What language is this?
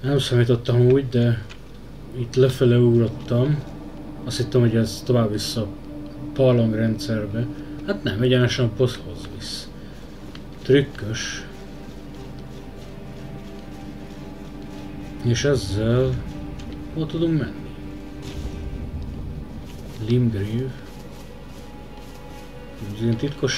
Hungarian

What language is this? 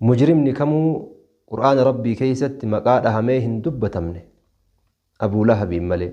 Oromo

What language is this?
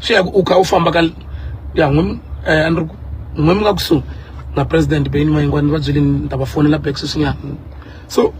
Tsonga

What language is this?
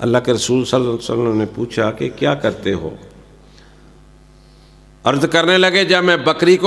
Urdu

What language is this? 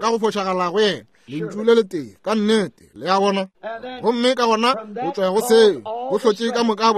Northern Sotho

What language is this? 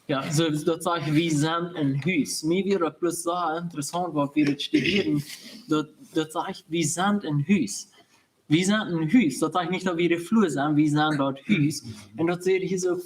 Plautdietsch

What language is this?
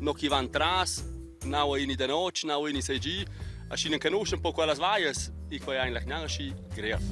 Romansh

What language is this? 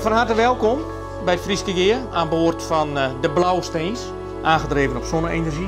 Western Frisian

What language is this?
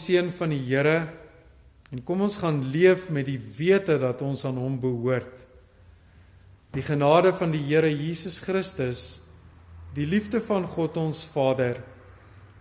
Afrikaans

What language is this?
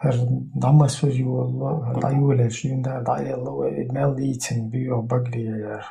Chechen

